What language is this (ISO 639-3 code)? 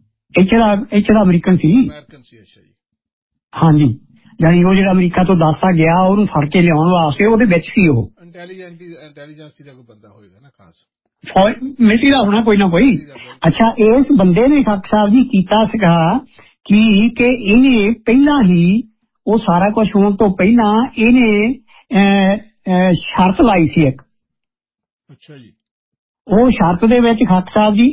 pan